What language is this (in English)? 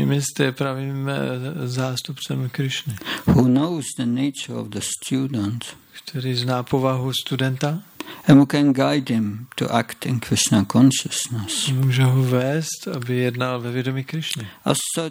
Czech